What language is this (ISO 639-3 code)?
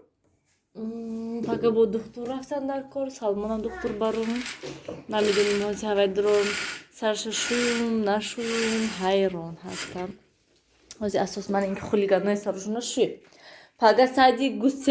tgk